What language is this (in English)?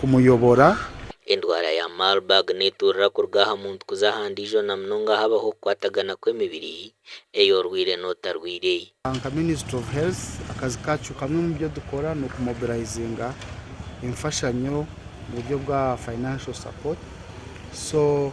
Nyankole